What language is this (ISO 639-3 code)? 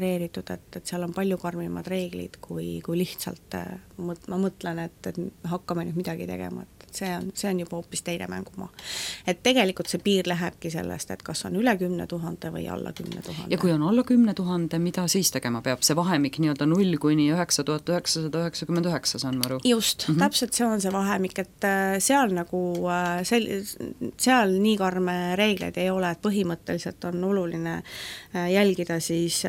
est